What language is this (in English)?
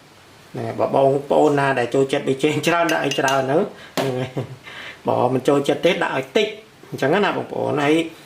Khmer